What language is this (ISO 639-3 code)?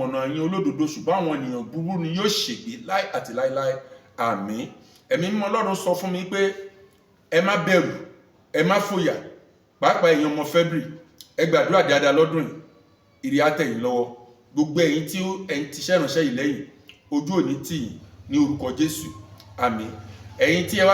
yor